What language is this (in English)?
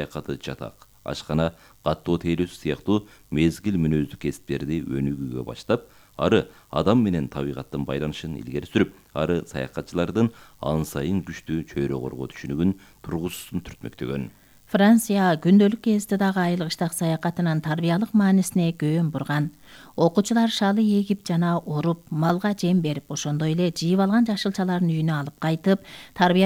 Kyrgyz